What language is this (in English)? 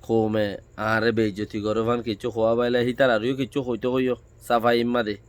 Rohingya